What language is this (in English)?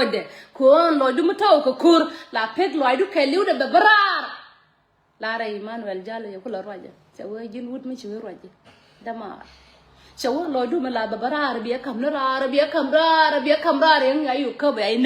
Nuer